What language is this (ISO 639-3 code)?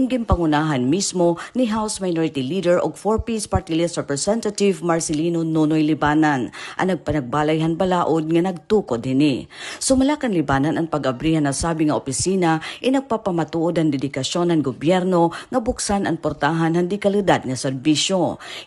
war